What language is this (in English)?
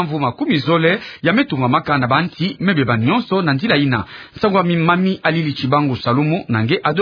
Kituba (Democratic Republic of Congo)